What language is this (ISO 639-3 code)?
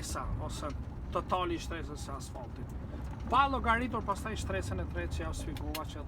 sqi